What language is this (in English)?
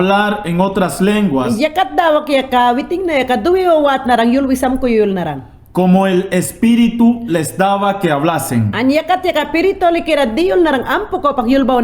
Mayangna